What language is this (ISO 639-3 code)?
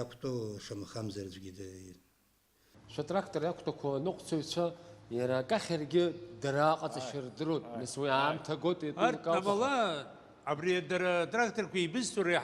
abk